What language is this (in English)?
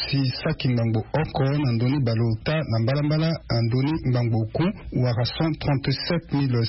Sango